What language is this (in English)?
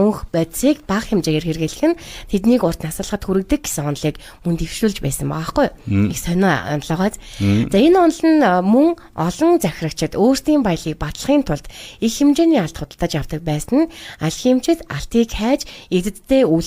Mongolian